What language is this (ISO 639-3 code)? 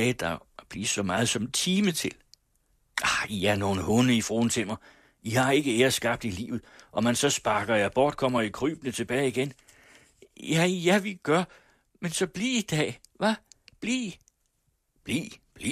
dan